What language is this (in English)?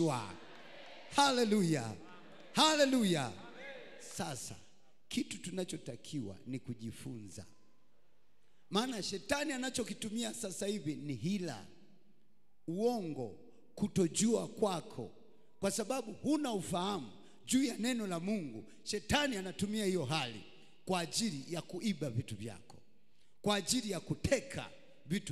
Swahili